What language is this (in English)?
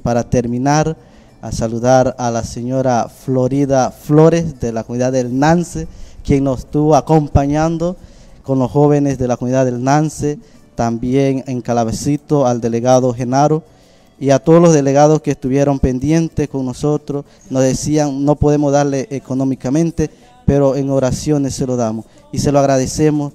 Spanish